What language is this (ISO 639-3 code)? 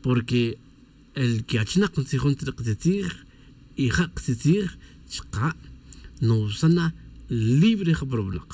tzj